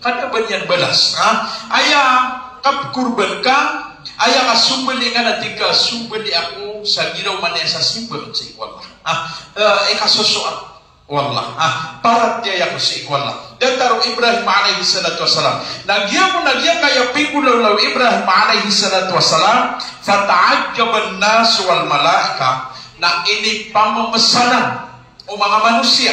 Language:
Maranao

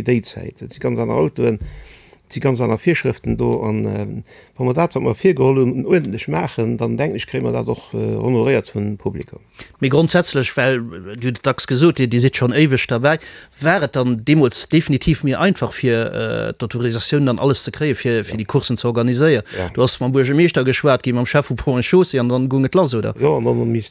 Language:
Luxembourgish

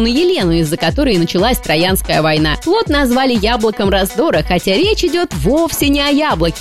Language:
Russian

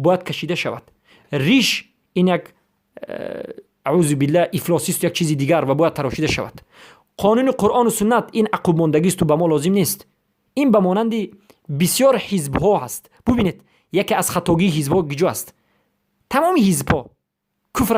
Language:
Persian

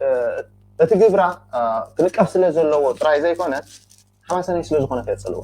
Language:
Tigrinya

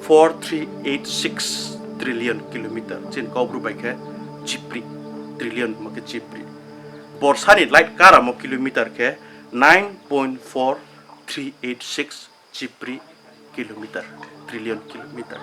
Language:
Riang (India)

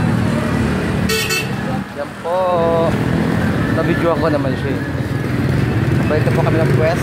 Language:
Filipino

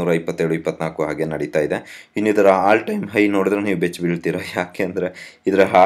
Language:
Kannada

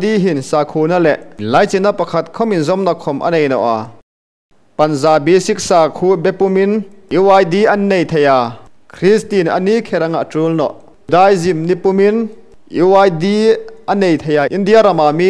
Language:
Hmar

